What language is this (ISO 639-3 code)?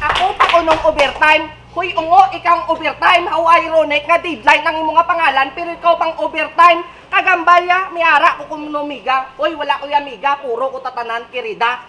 hil